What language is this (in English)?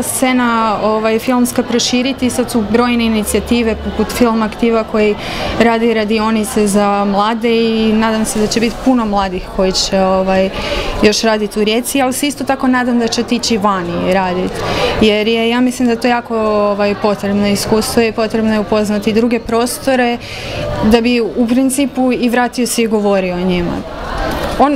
Croatian